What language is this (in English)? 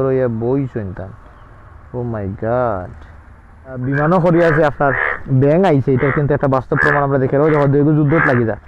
Sylheti